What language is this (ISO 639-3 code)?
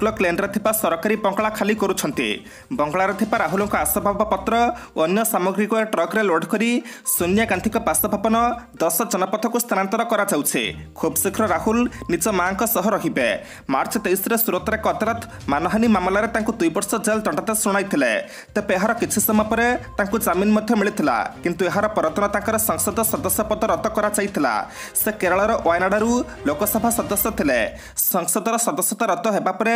ori